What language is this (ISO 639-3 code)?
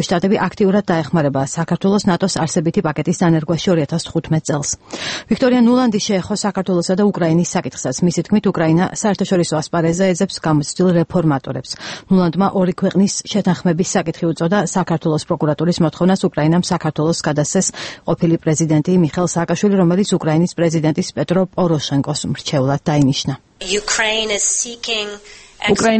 kat